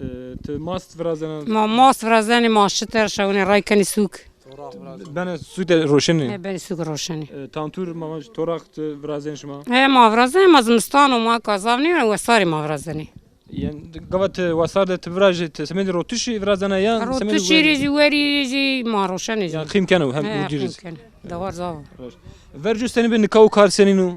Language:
Zaza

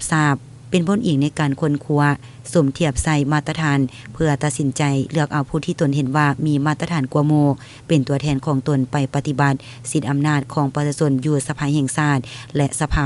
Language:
Lao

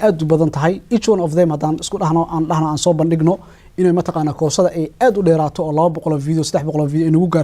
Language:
Somali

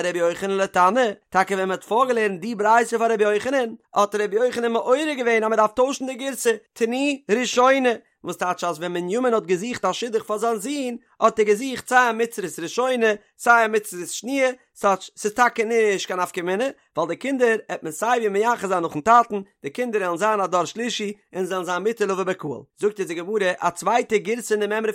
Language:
Yiddish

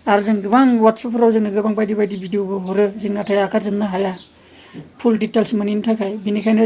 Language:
Bodo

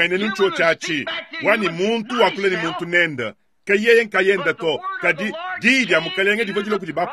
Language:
Luba-Lulua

